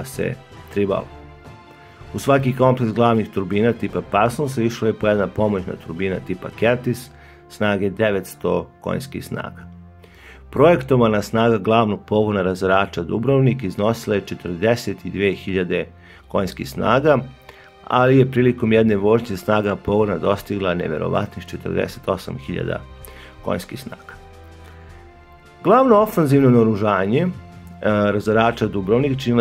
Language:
Serbian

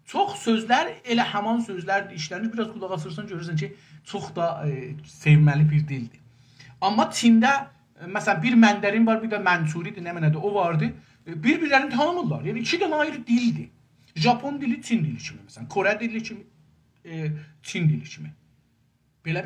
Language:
South Azerbaijani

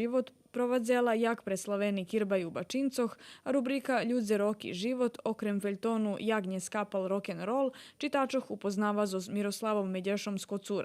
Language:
Rusyn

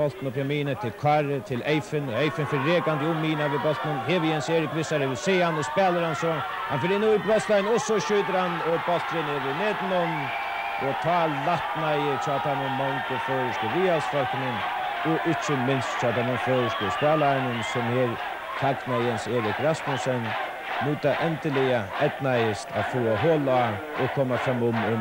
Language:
Faroese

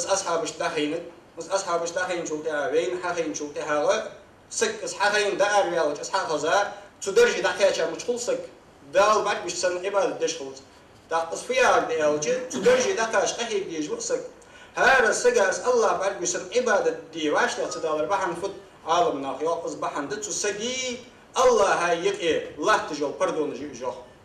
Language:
Ingush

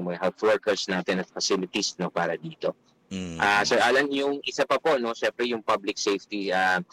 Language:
Filipino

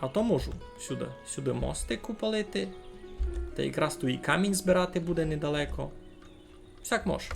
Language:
Rusyn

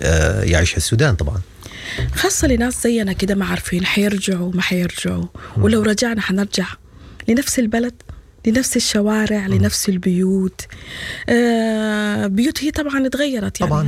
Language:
Sudanese Arabic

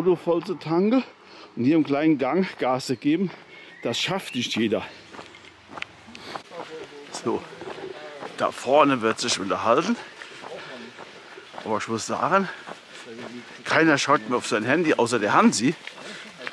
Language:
German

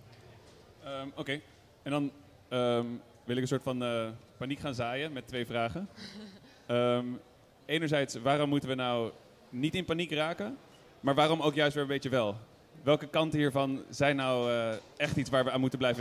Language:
Dutch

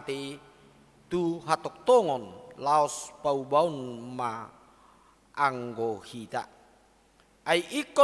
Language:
Batak Toba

